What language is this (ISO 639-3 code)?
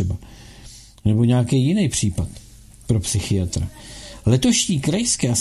ces